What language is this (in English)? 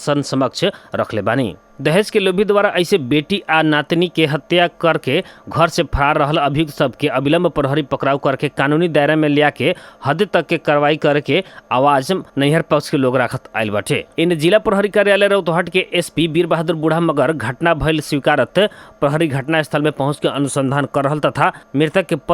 Bhojpuri